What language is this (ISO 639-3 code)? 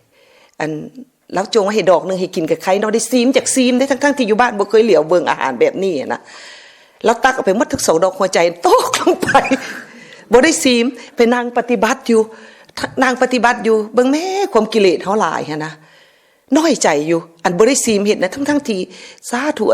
lao